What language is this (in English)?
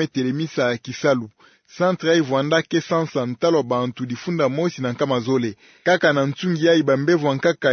Kituba (Democratic Republic of Congo)